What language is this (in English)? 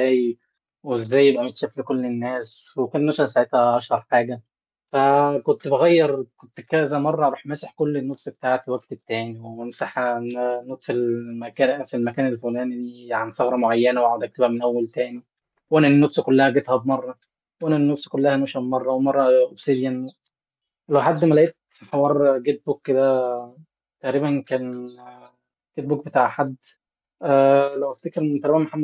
Egyptian Arabic